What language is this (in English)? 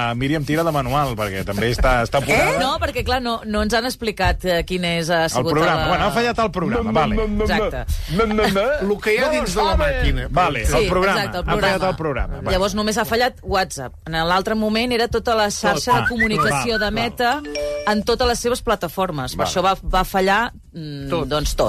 Catalan